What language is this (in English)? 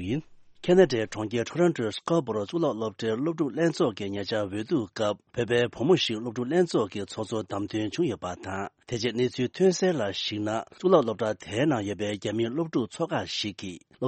Tibetan